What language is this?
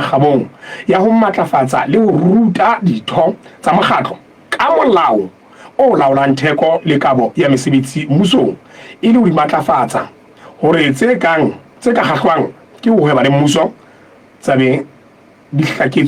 Southern Sotho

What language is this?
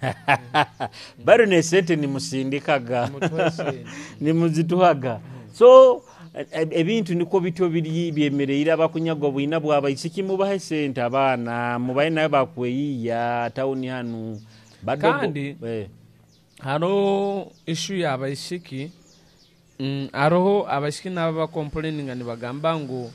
Nyoro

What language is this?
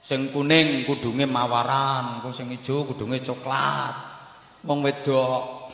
Javanese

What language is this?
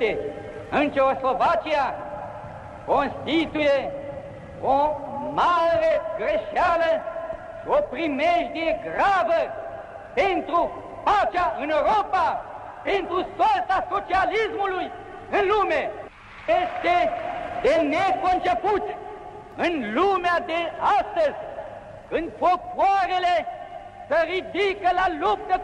Romanian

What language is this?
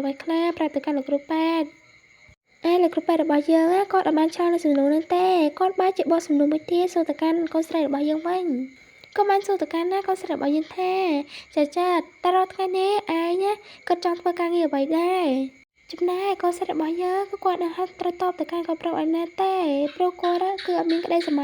Khmer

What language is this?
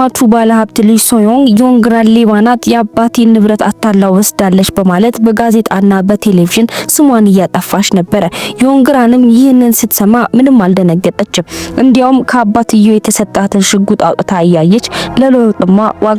Amharic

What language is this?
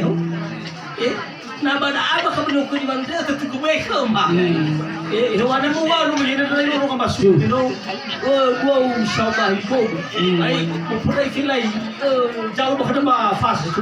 Nias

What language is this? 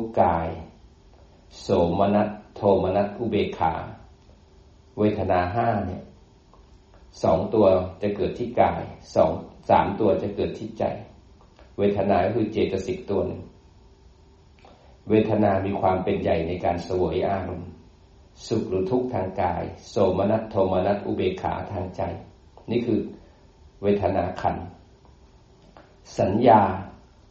Thai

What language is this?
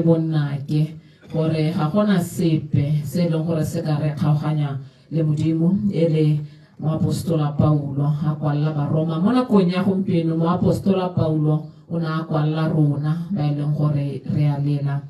Tswana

